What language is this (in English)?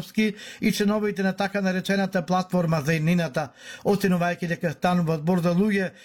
Macedonian